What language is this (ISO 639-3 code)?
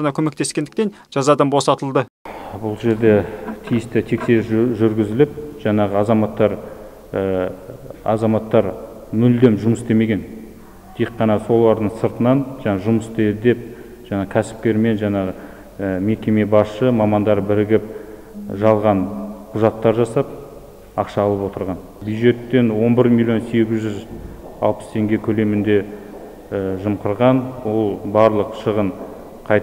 kaz